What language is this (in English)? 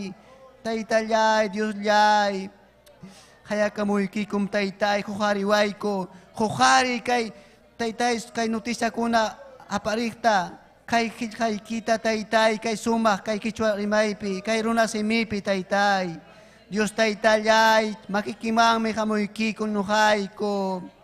Ayacucho Quechua